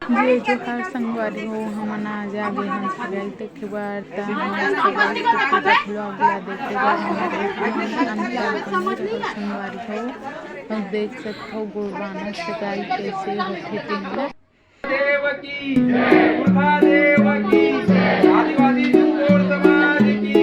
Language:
Chhattisgarhi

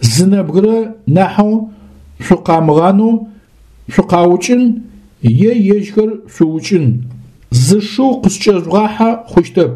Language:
Adyghe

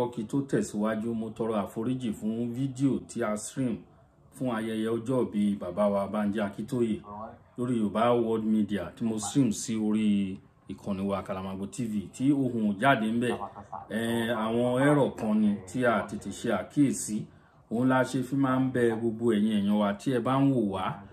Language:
Yoruba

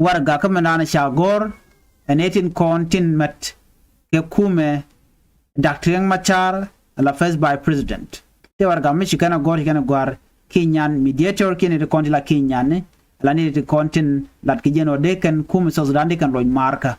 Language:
Nuer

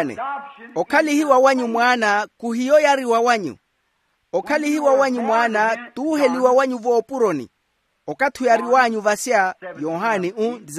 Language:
Makhuwa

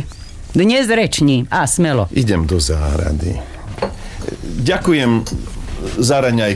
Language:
Slovak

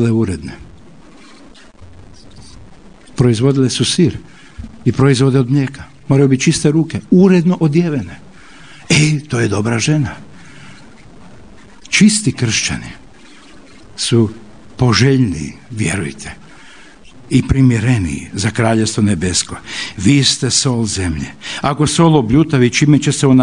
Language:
Croatian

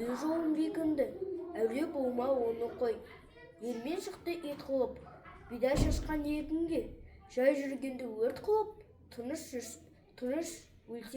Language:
Kazakh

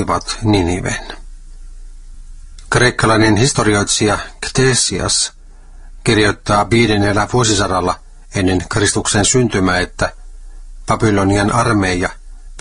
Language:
Finnish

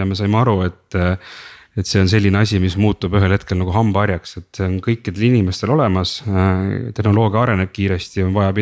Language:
Estonian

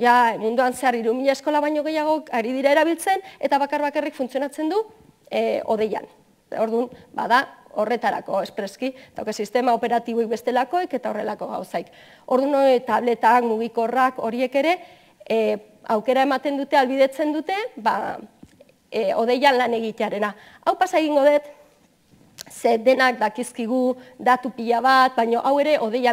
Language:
Basque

